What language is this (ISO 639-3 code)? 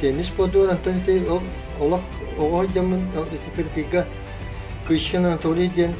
sah